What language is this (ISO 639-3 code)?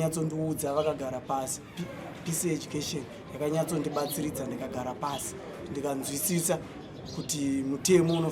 sna